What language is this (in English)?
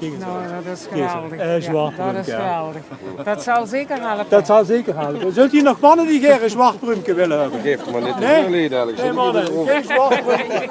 Limburgish